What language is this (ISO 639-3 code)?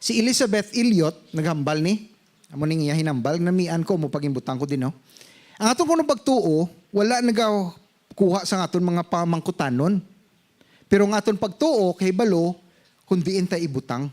hil